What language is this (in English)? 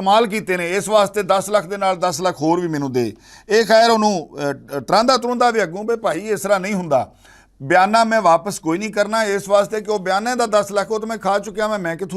Western Panjabi